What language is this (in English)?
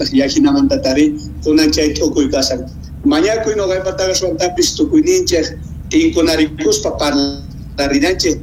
South Bolivian Quechua